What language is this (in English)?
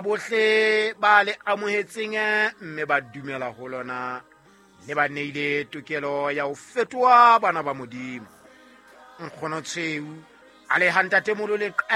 Southern Sotho